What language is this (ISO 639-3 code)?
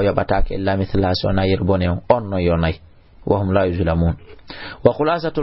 ful